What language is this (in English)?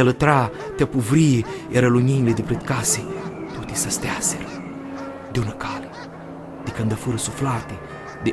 Aromanian